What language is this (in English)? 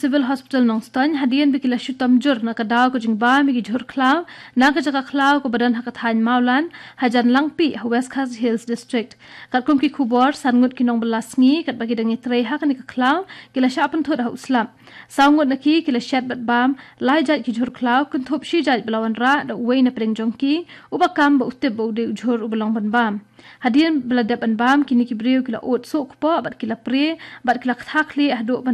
Khasi